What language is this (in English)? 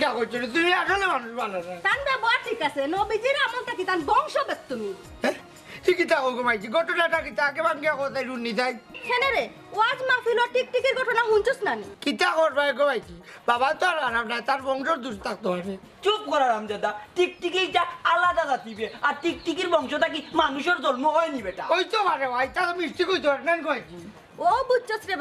Sylheti